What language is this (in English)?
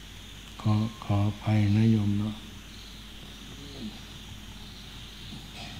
Thai